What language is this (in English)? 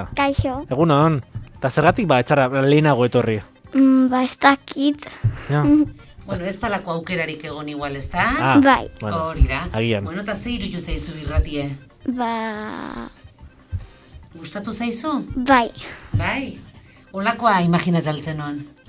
Basque